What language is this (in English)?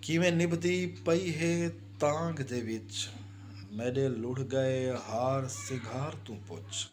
Saraiki